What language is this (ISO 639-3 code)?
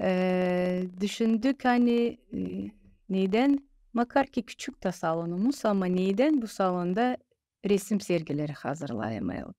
gag